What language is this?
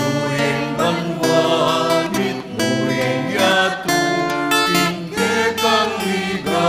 Pampanga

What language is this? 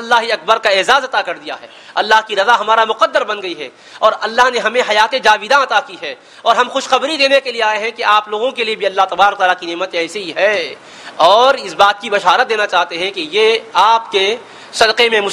Urdu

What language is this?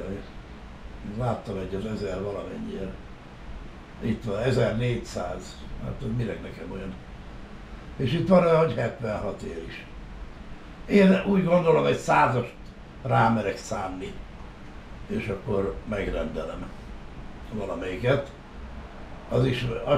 Hungarian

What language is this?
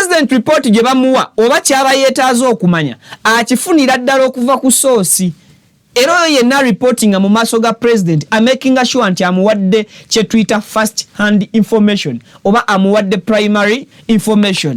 Ganda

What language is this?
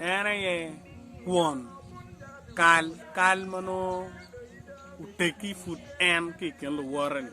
Acoli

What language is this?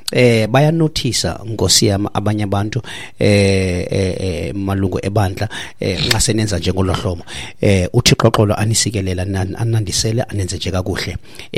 Xhosa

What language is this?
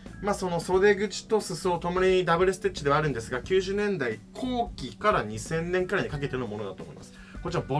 Japanese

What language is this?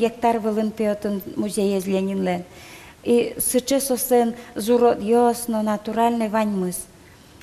Udmurt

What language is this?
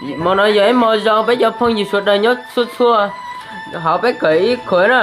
Hmong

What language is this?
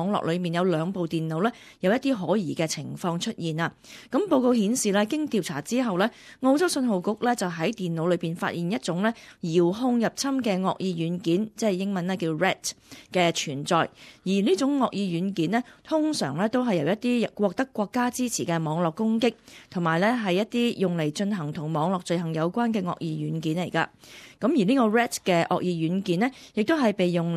Cantonese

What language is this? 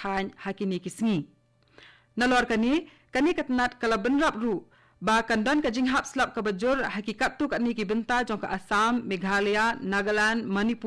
Khasi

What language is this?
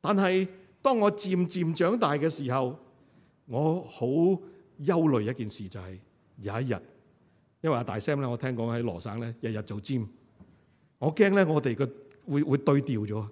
Cantonese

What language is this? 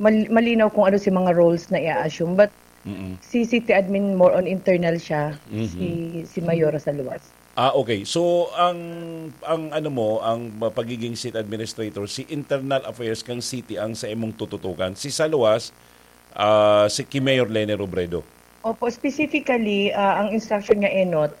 Bikol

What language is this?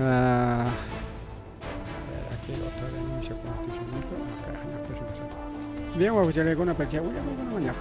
Ayacucho Quechua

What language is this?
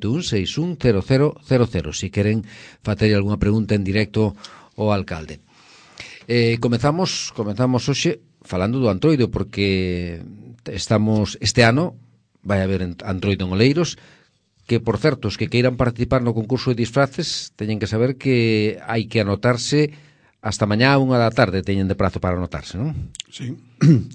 Galician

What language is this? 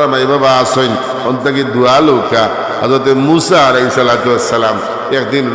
Sylheti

